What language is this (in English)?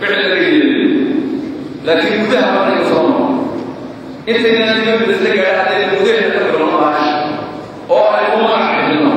Somali